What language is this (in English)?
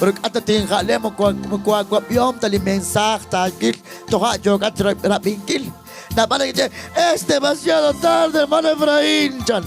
Kekchí